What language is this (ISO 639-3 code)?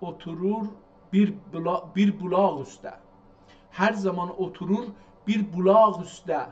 azb